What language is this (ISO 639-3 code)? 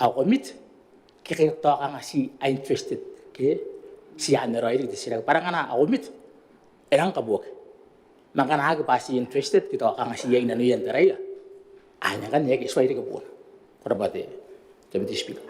gil